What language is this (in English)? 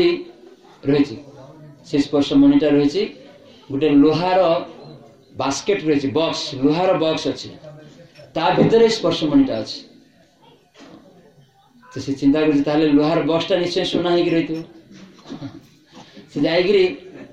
Odia